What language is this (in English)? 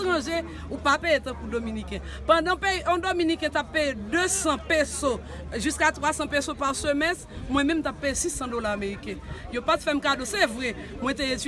Haitian Creole